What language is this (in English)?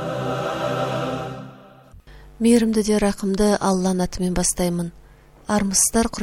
Kazakh